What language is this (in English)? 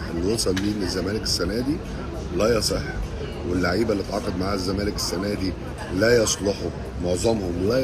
Egyptian Arabic